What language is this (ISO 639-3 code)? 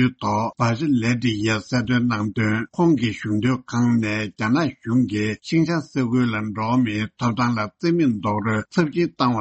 bod